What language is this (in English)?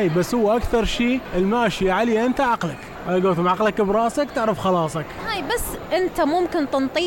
Mesopotamian Arabic